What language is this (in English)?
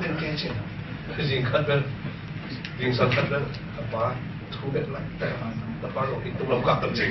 Tedim Chin